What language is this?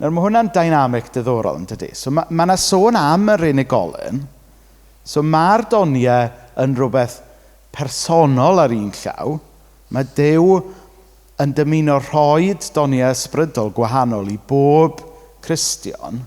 Welsh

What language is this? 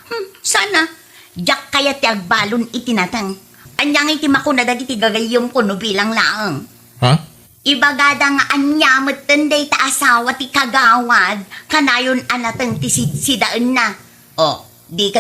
Iloko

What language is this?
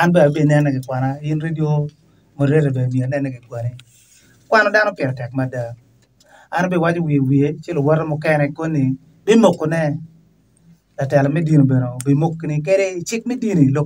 Acoli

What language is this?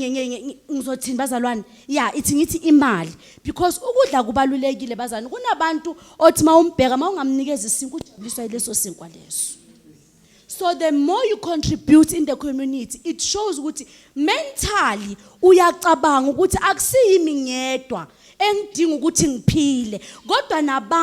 Zulu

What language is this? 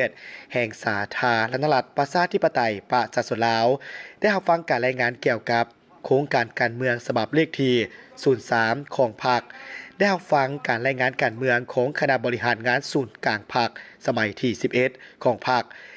Lao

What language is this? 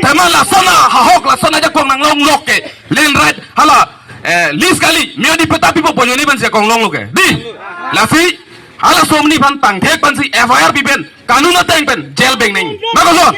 Karbi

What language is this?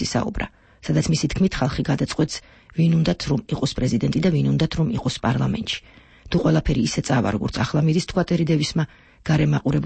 Georgian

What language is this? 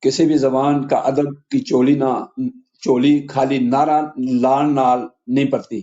Gujari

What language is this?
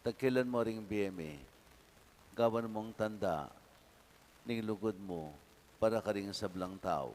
Pampanga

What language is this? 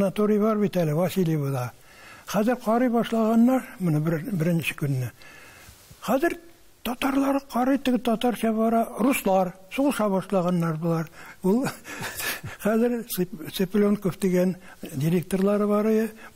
Tatar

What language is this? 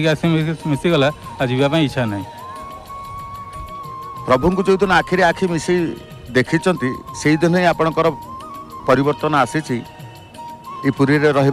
Odia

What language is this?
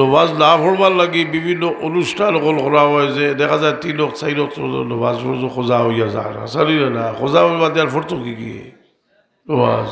Sylheti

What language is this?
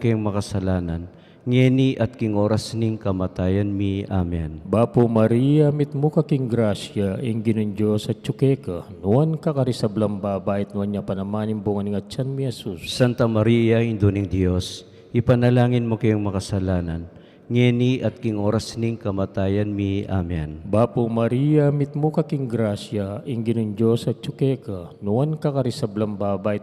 Pampanga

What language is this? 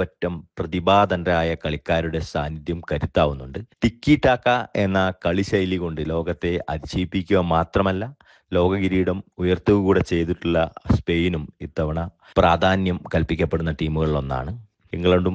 Malayalam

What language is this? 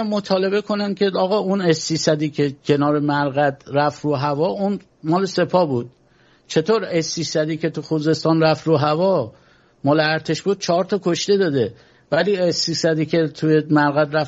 Persian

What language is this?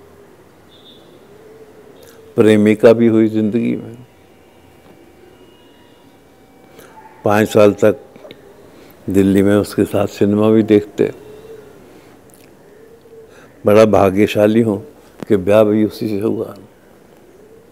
Hindi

